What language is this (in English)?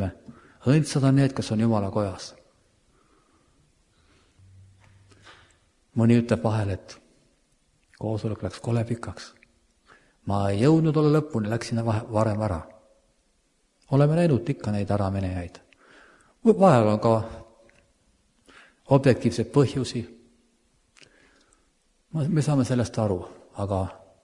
Estonian